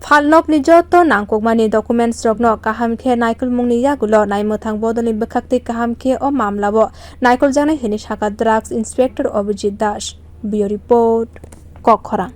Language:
Kok Borok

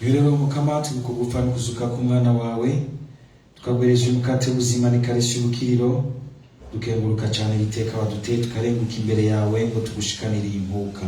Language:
Rundi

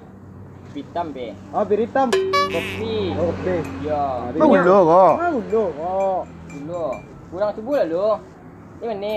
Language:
Minangkabau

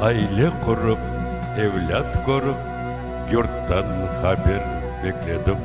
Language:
Crimean Tatar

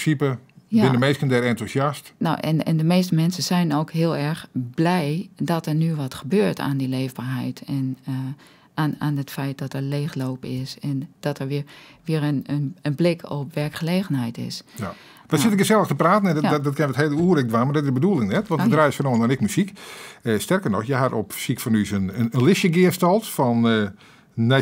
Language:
Western Frisian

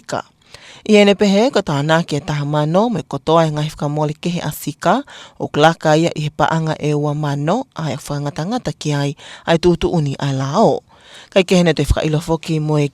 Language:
Tongan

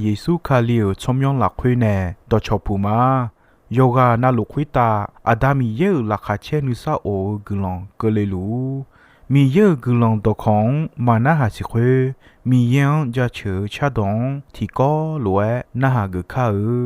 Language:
Akha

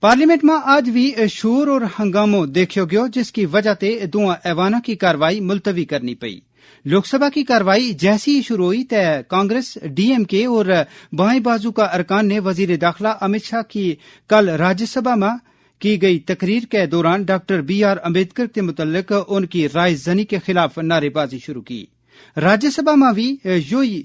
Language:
Gujari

